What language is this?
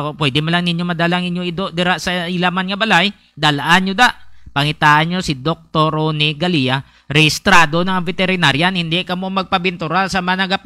Hiligaynon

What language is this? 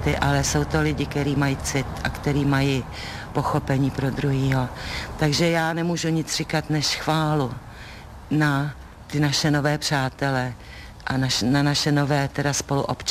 Czech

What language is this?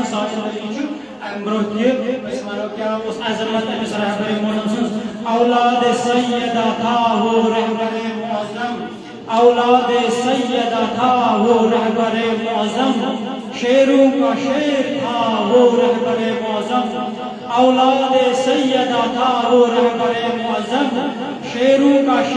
Kashmiri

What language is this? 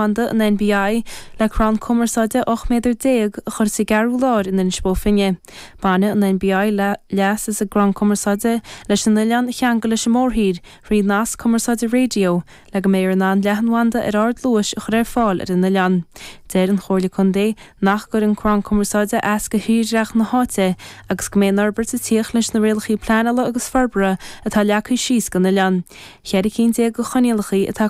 Irish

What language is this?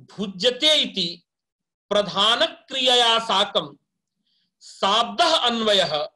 Sanskrit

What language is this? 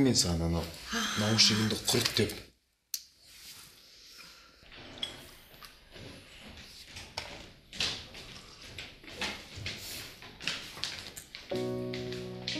Kazakh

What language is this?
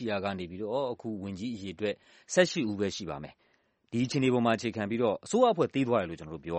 Burmese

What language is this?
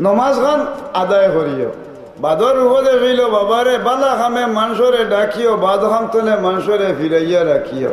Sylheti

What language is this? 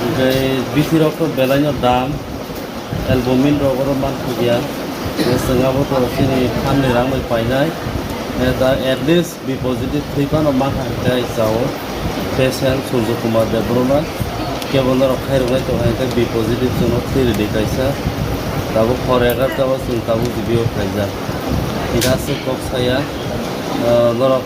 Kok Borok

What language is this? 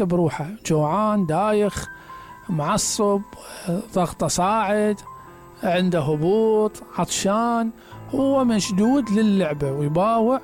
Mesopotamian Arabic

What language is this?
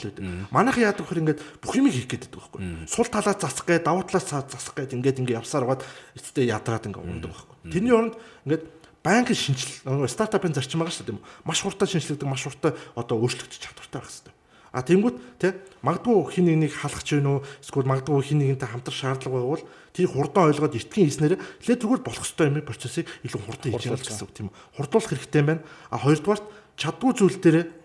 Mongolian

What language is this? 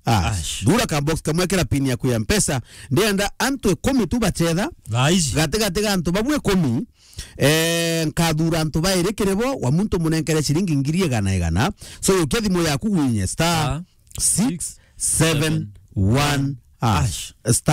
Meru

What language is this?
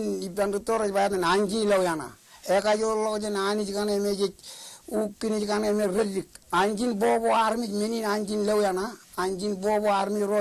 Marshallese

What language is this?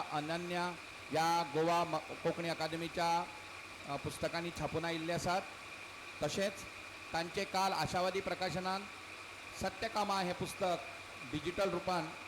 Konkani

